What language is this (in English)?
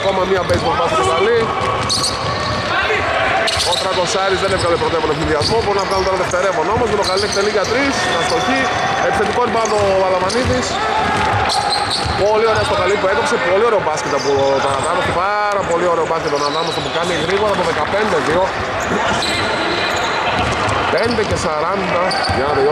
Greek